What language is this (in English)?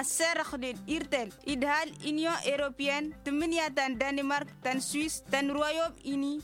Tamasheq